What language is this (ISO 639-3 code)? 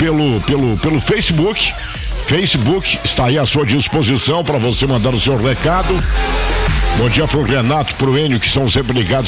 por